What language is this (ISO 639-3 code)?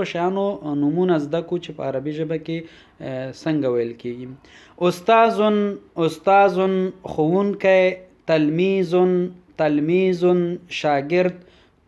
pus